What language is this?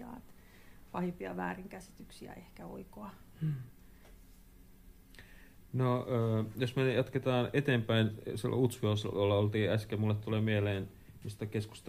Finnish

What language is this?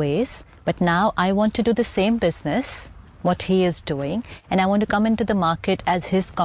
English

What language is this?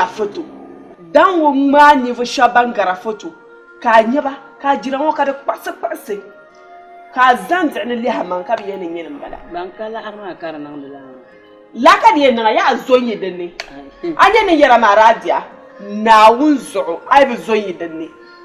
Dagbani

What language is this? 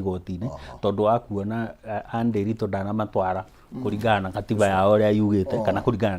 Kikuyu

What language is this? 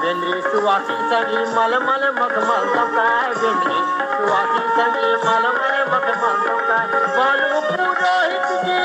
Chhattisgarhi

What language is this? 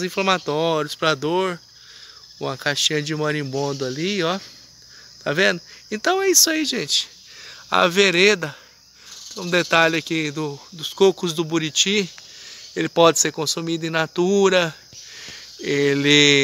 Portuguese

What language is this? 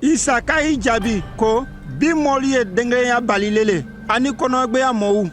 Konyanka Maninka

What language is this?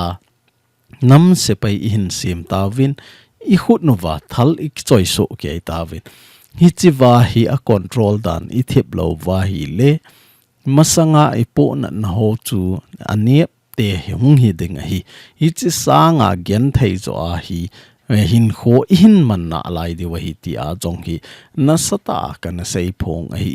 Thado Chin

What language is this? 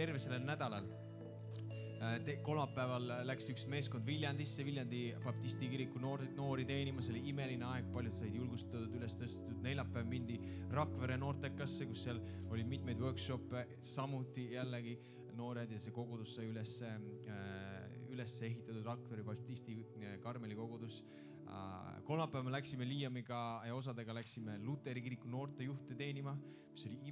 Estonian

